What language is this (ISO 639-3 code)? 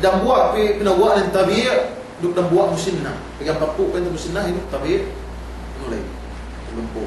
yka